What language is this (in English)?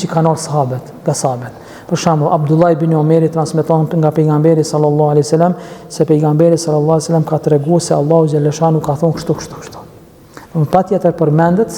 Albanian